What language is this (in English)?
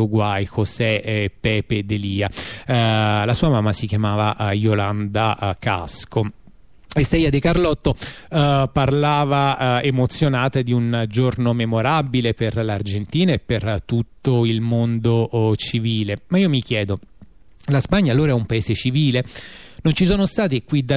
Italian